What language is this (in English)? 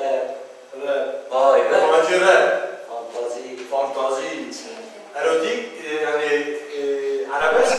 Kurdish